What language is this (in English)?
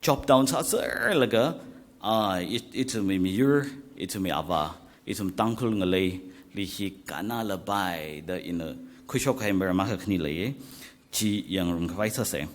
Tangkhul Naga (India)